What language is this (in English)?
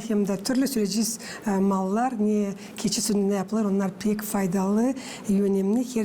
Gagauz